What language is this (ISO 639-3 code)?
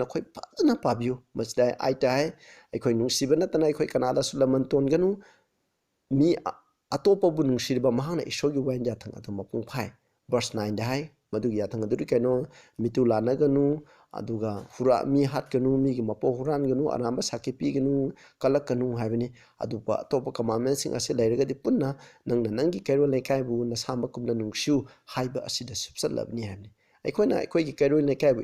mni